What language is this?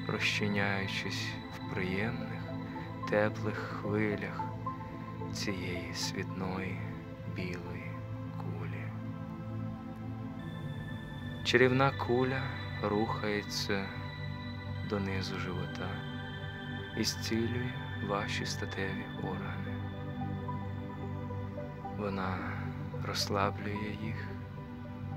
Ukrainian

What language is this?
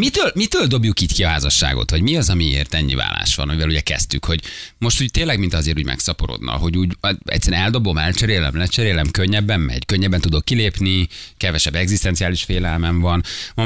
Hungarian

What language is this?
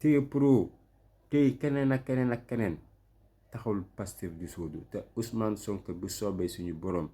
Wolof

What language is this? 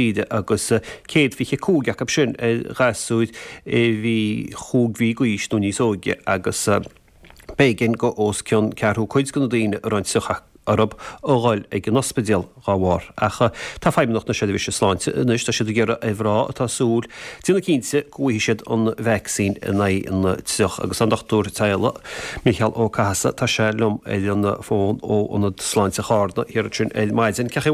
Irish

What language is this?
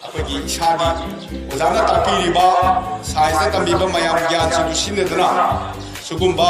Manipuri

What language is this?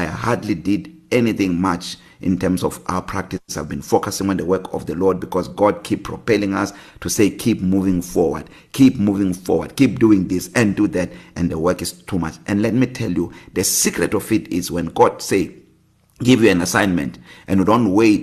English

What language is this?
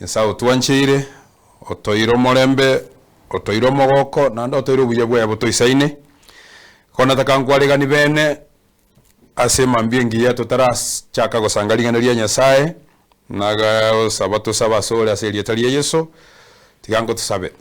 Gusii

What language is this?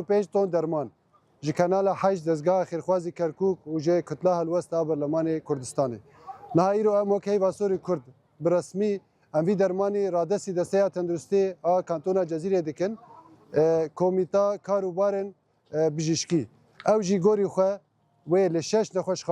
Kurdish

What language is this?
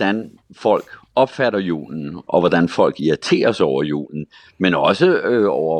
Danish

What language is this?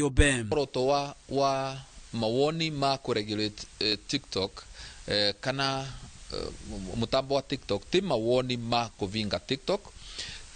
Kikuyu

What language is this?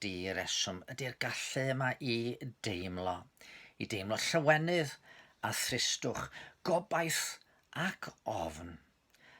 Welsh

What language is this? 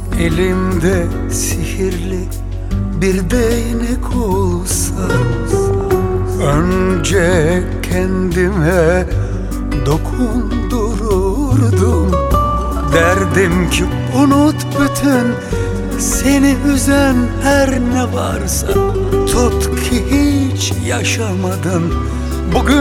Turkish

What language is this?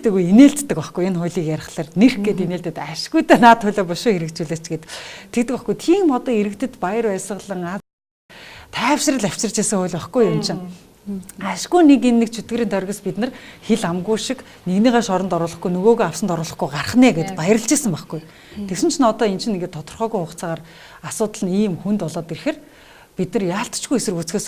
Mongolian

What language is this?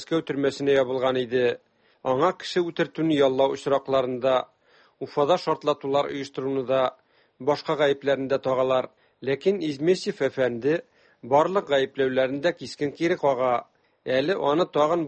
Tatar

